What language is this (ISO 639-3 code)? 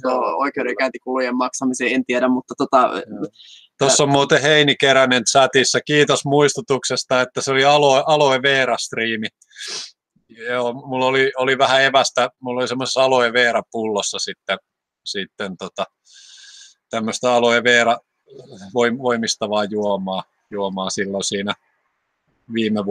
fin